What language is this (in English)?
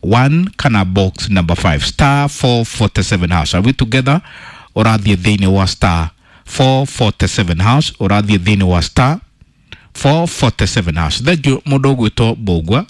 Kikuyu